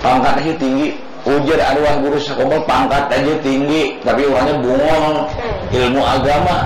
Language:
Banjar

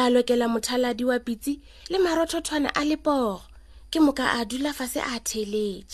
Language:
Northern Sotho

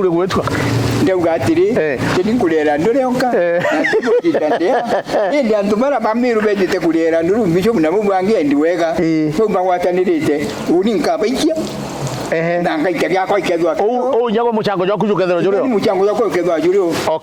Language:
Meru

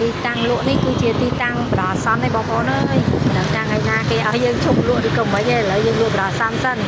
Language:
Khmer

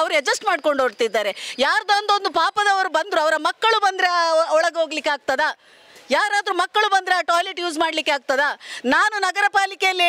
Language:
Kannada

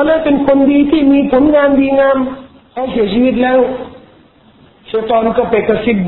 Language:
Thai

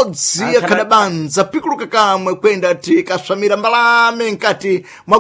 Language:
Sena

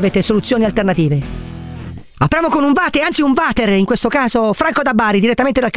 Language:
Italian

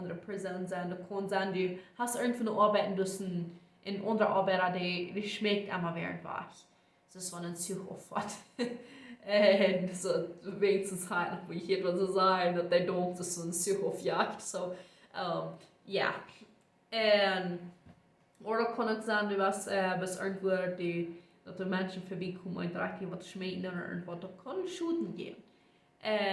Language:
Plautdietsch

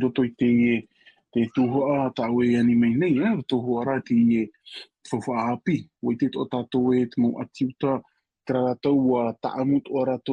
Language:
Tahitian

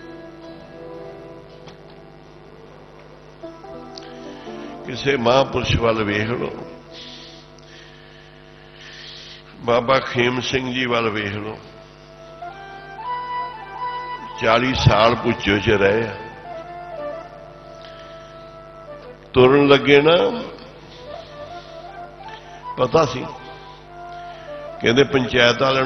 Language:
Punjabi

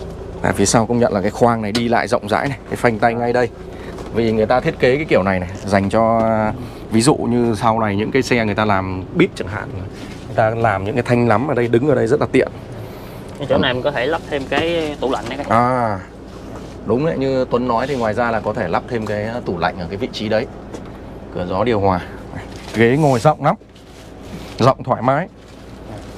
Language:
Vietnamese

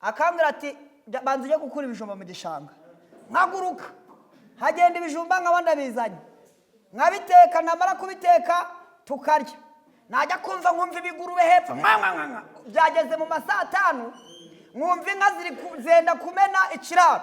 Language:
Kinyarwanda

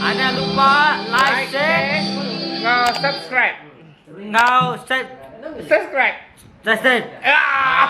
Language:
Iban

